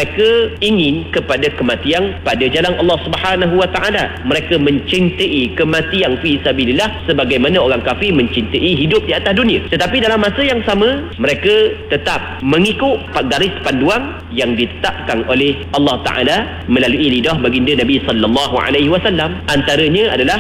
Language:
Malay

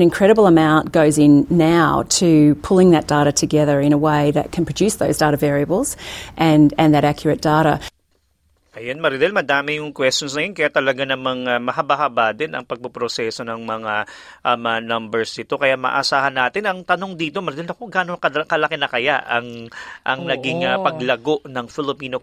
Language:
Filipino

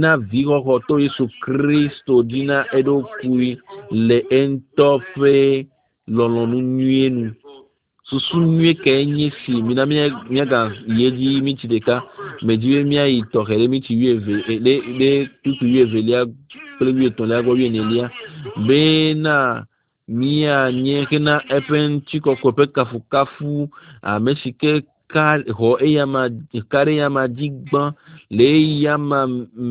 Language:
Ewe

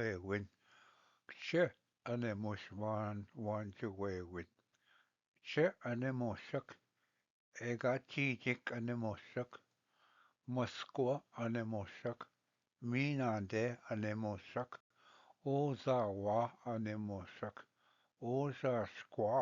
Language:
Ojibwa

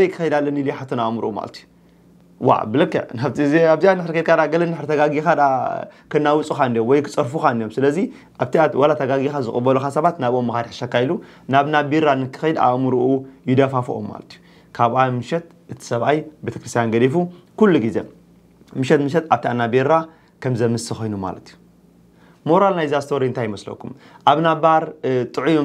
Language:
Tigrinya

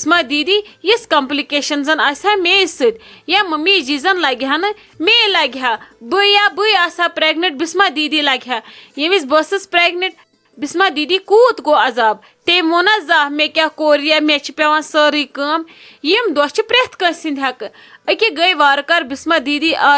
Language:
Kashmiri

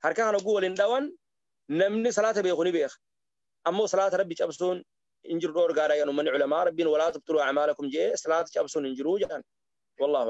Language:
Oromo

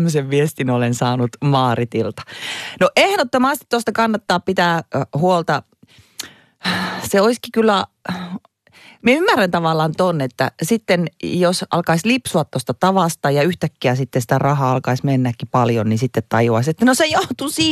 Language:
Finnish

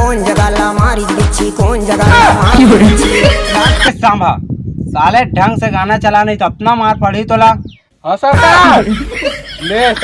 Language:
Chhattisgarhi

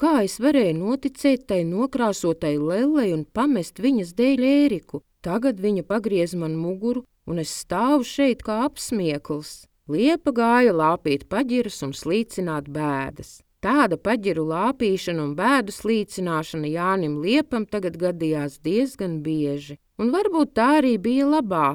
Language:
Latvian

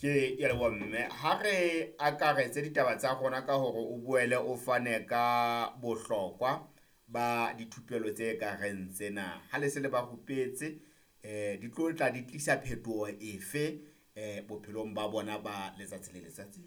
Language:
Southern Sotho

